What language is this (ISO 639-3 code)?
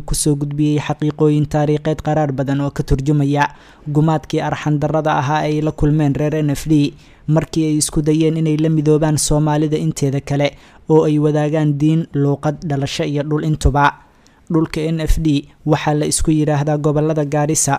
som